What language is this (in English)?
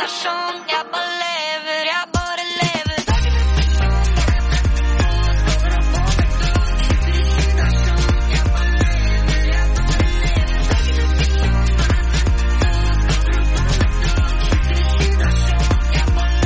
Norwegian